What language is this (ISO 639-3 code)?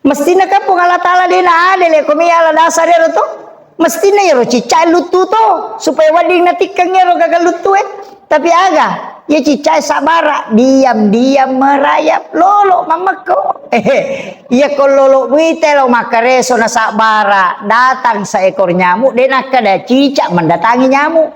bug